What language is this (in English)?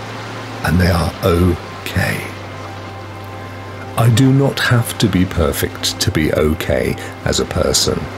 English